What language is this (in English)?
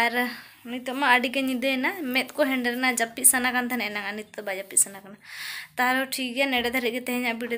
Santali